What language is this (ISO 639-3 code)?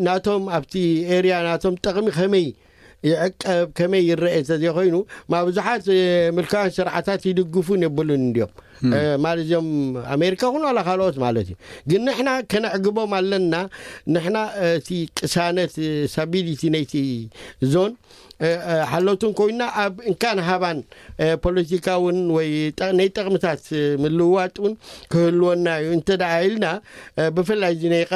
tir